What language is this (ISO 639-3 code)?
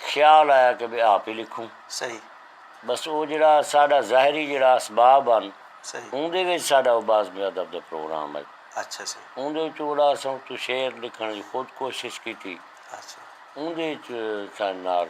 skr